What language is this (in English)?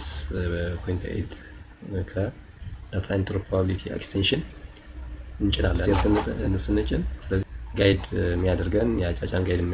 Amharic